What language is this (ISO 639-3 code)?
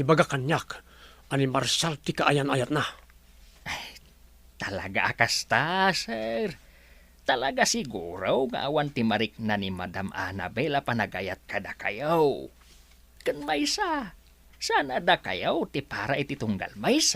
ilo